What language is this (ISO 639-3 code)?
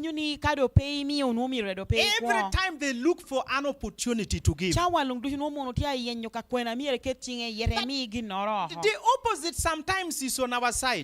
laj